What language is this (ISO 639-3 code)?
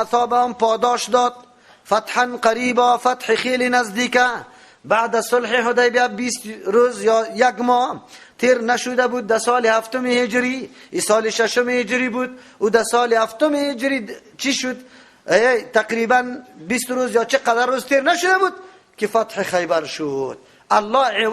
fas